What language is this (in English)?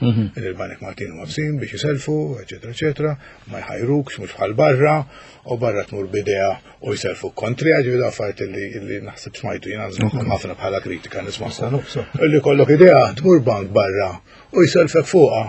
Maltese